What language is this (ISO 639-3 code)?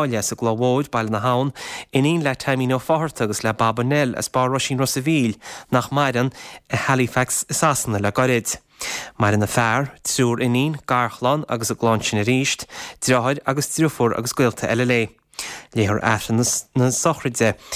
gle